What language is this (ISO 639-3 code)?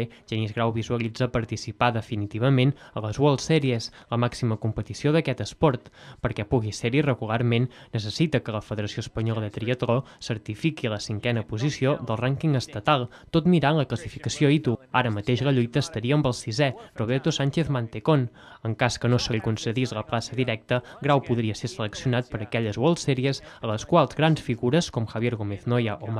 cat